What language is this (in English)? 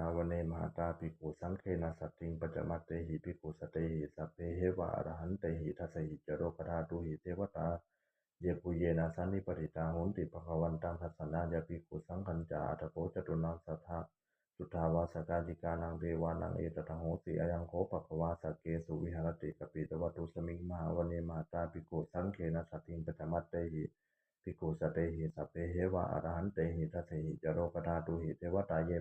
Pali